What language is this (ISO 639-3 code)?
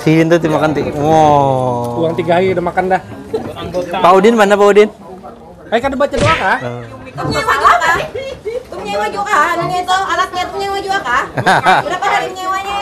bjn